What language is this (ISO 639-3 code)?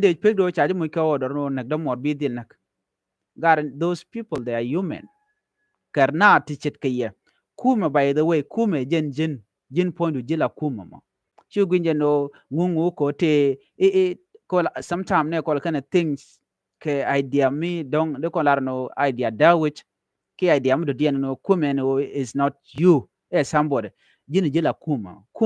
nus